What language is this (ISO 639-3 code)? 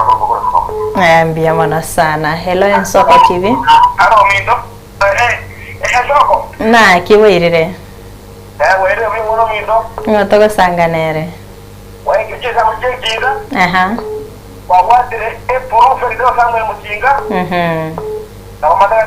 guz